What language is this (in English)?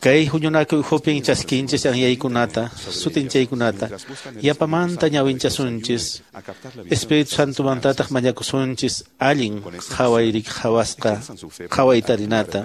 Quechua